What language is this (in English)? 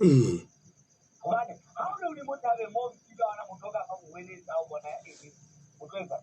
Southern Sotho